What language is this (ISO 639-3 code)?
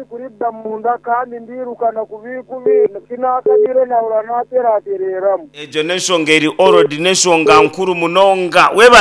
nyn